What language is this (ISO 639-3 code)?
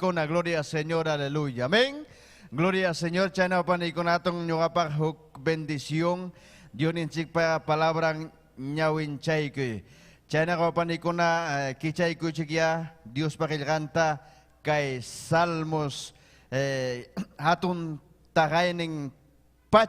quy